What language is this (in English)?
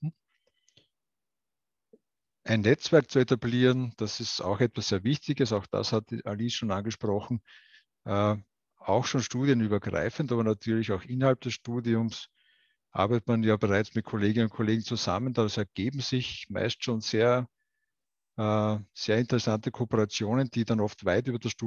German